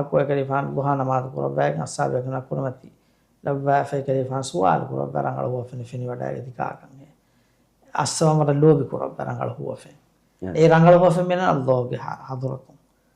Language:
Divehi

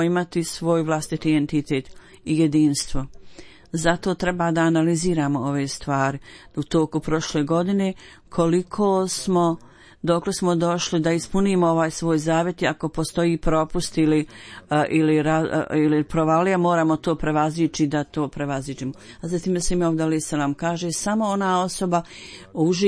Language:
Bosnian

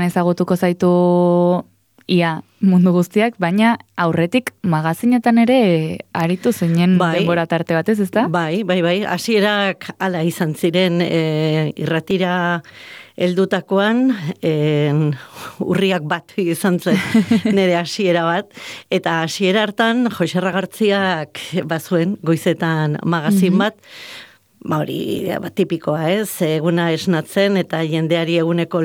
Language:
Basque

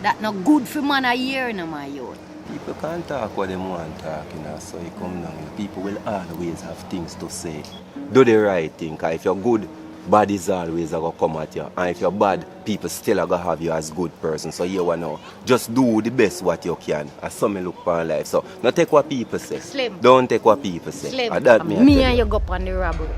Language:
Jamaican Creole English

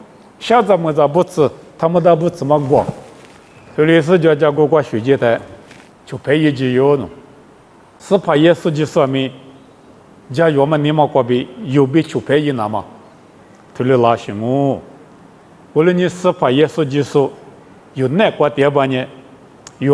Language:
Lisu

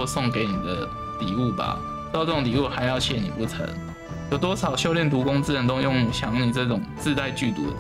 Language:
Chinese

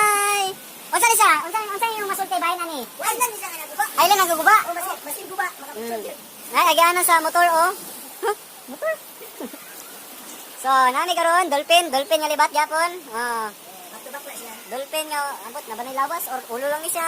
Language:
Cebuano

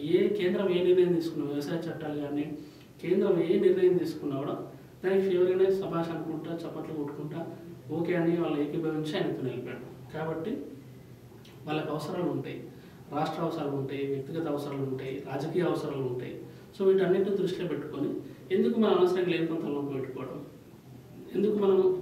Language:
Telugu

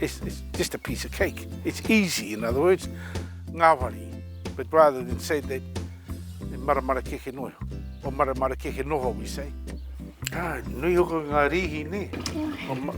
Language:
Māori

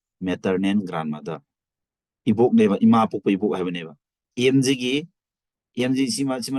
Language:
Manipuri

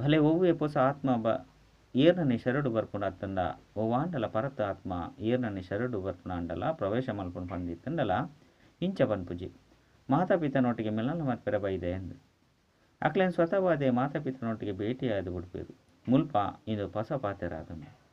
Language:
Tulu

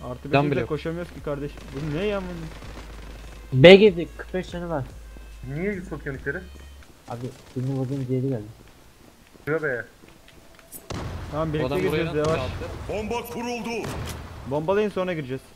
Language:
Turkish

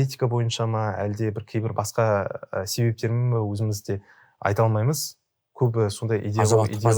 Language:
Kazakh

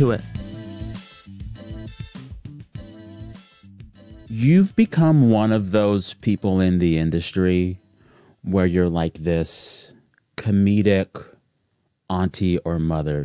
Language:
English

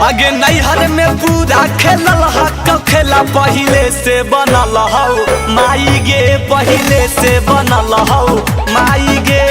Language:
Magahi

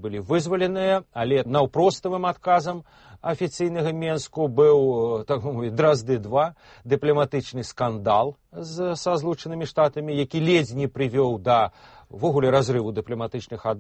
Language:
Belarusian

